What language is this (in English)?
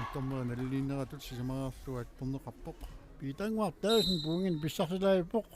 Kalaallisut